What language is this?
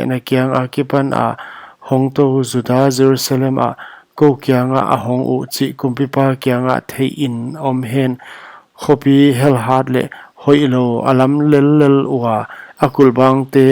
Paite Chin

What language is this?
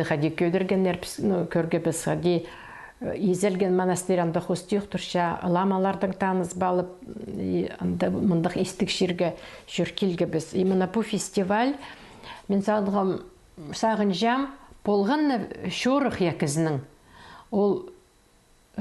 Khakas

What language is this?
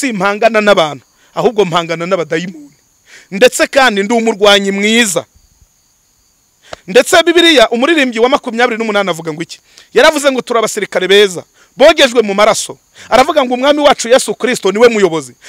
Kinyarwanda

